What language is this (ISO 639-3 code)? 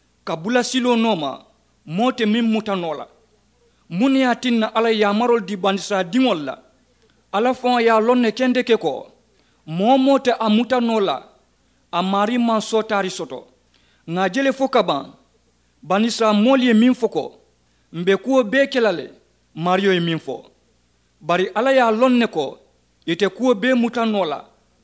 man